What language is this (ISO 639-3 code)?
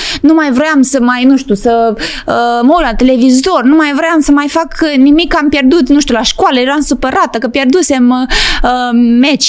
ron